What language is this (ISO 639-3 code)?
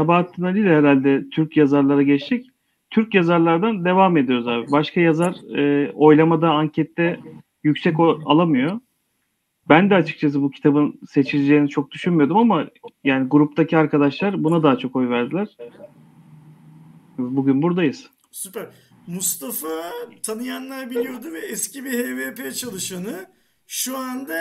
tur